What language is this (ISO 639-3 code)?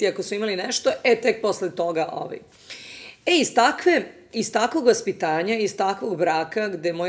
srp